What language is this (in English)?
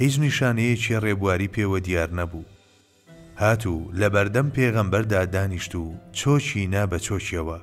Central Kurdish